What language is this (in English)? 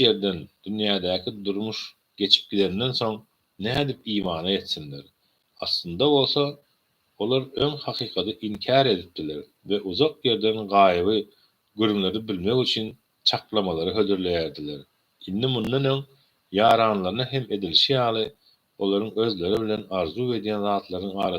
Turkmen